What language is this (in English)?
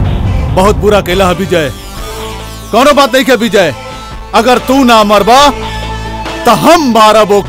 Bhojpuri